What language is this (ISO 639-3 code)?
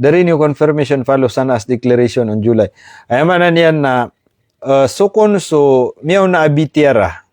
mrw